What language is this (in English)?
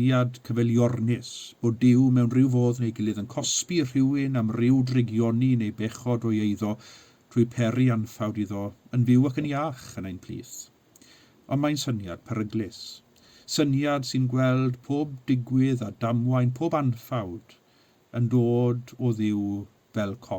Welsh